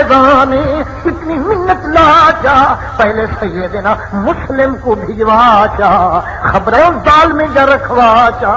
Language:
Saraiki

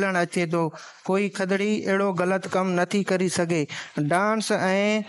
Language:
Sindhi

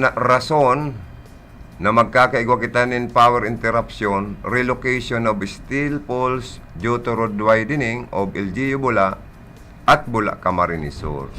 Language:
Bikol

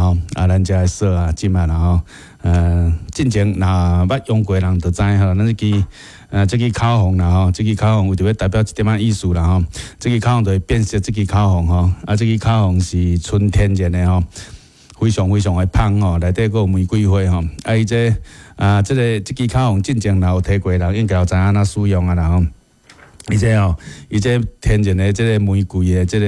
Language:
Min Nan Chinese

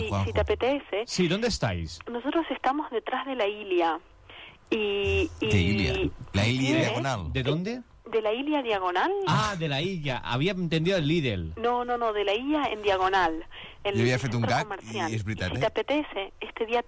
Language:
Catalan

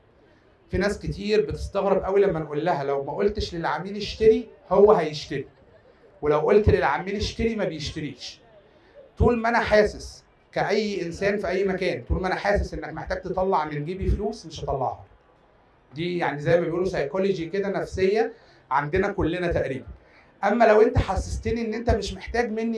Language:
Egyptian Arabic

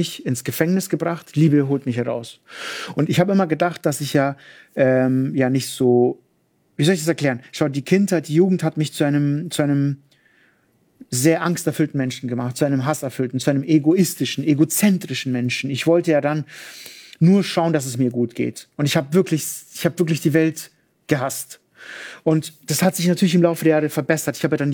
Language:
German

